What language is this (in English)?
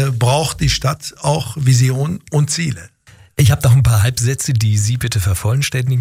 German